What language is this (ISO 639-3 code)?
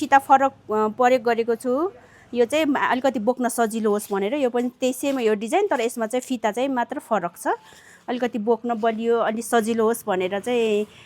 nep